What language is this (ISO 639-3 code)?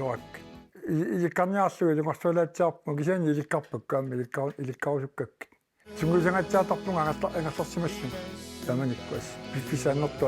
kal